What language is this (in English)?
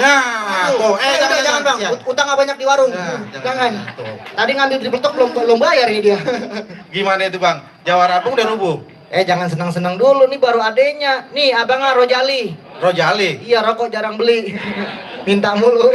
Betawi